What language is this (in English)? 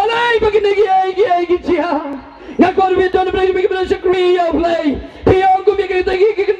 Khasi